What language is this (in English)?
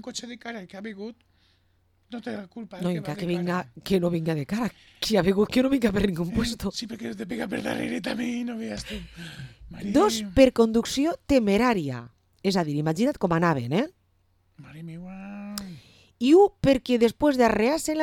Catalan